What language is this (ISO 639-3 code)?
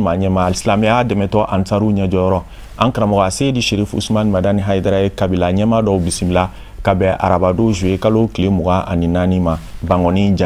bam